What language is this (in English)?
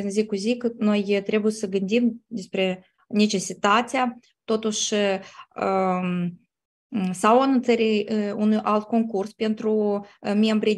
Romanian